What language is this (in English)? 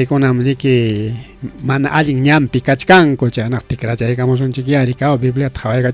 Ayacucho Quechua